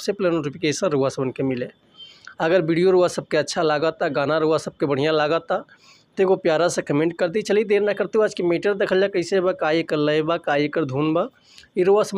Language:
Bhojpuri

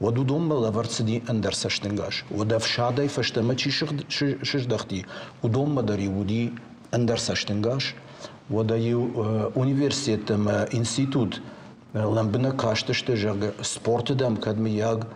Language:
Ossetic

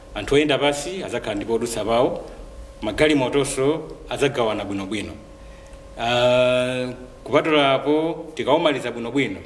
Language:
Nyanja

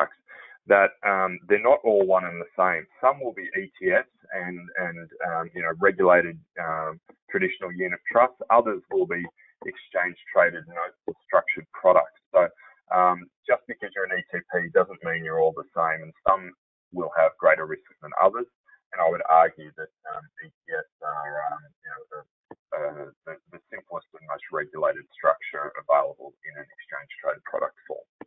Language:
English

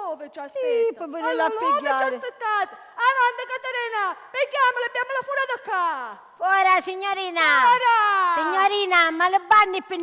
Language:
Sicilian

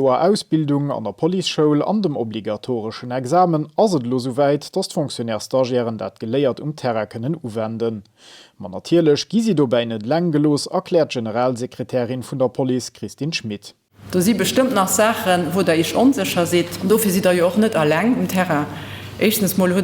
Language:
Luxembourgish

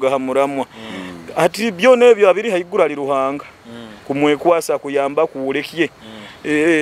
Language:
Nyoro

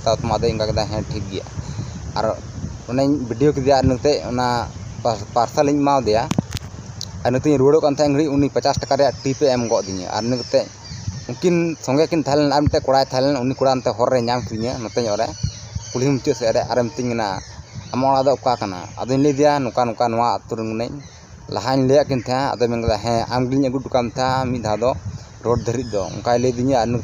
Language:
Santali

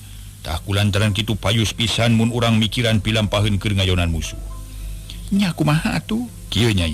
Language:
Sundanese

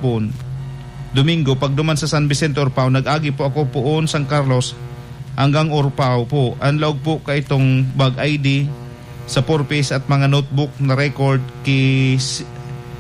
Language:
Bikol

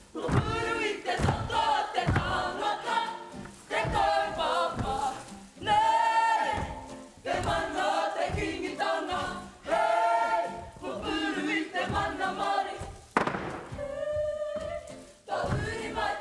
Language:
Māori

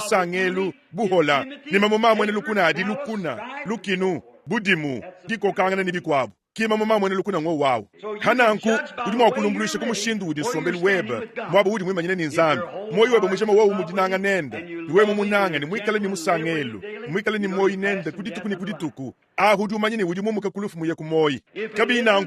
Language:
Luba-Lulua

